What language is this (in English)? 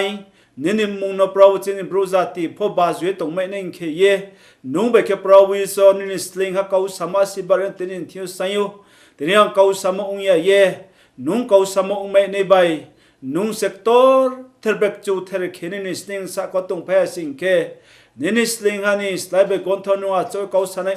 Riang (India)